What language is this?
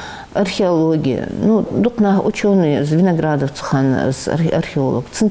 Ingush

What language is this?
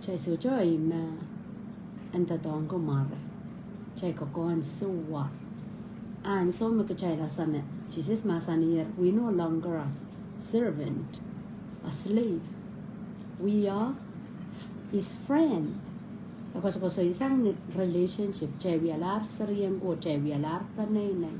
Pohnpeian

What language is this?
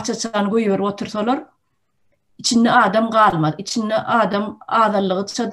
Turkmen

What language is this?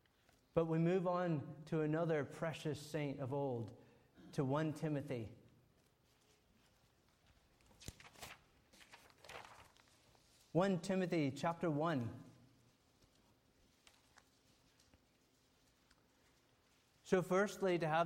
English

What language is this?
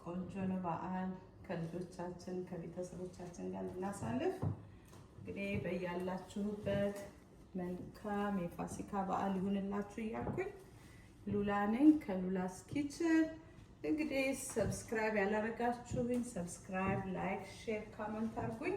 Amharic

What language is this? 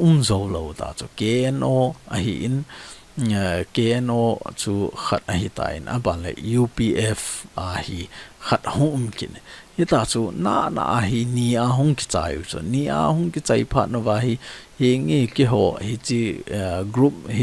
Thado Chin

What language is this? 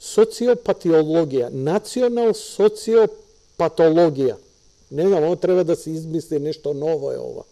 Macedonian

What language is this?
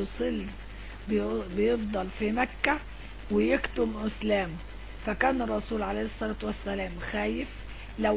Egyptian Arabic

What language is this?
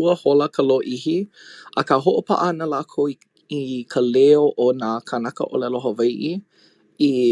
Hawaiian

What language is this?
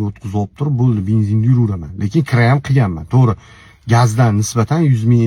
Uzbek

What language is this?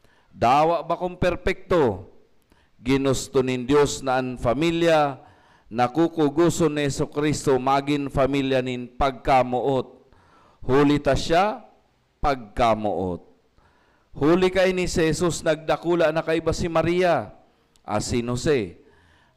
Bikol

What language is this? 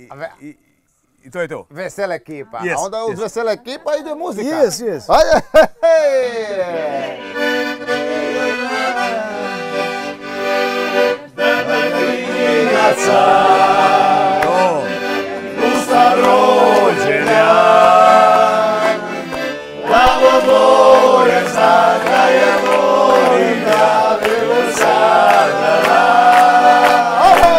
Croatian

